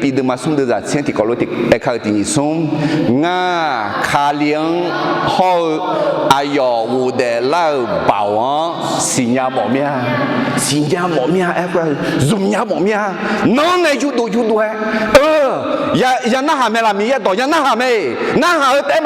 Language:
Akha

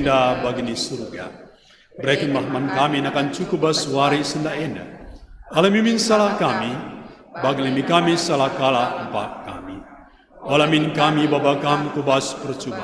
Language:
Batak Karo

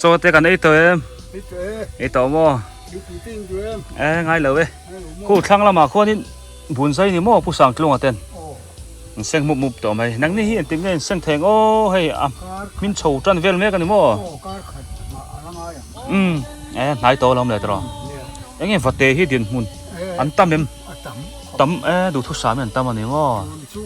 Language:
Biete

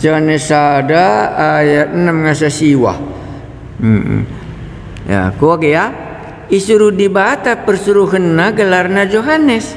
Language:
Batak Karo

